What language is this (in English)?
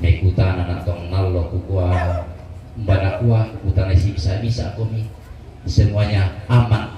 Toraja-Sa'dan